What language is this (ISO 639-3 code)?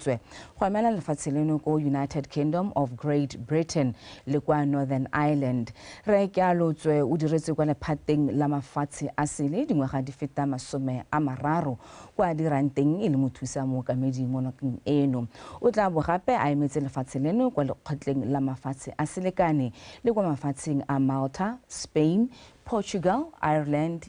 tsn